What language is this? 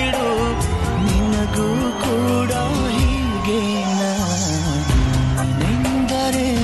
Kannada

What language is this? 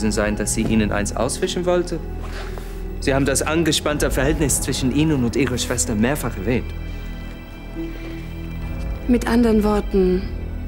German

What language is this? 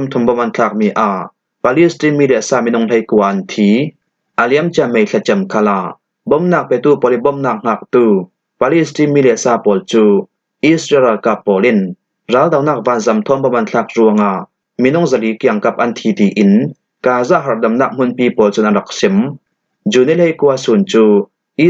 Falam Chin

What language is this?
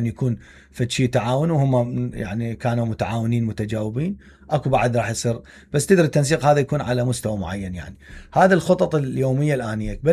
Mesopotamian Arabic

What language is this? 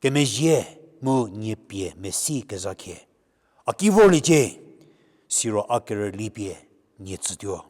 Angami Naga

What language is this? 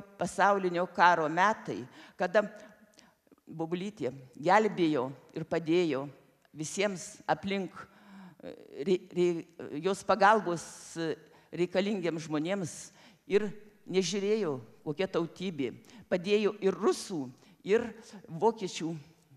Lithuanian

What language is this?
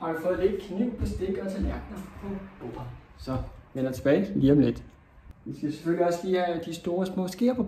Danish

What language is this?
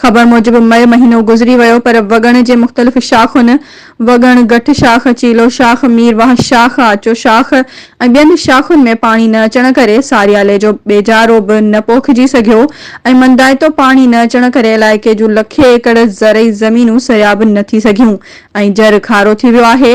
Sindhi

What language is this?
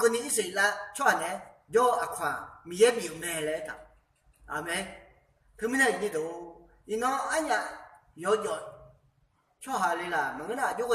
Akha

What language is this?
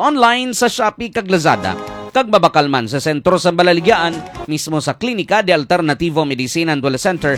Hiligaynon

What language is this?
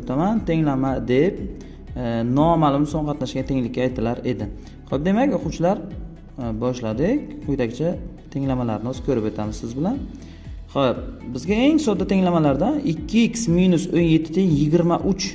Uzbek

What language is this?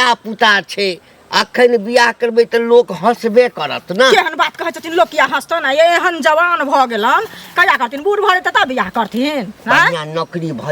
Maithili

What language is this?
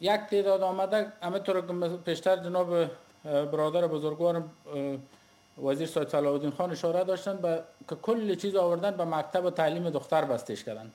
Persian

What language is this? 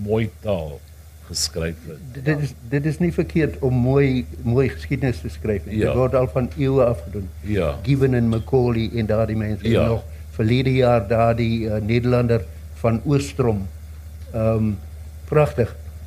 Afrikaans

